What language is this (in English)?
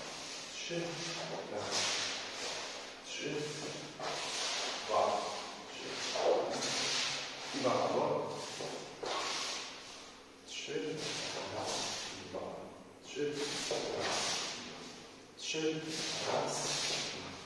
Polish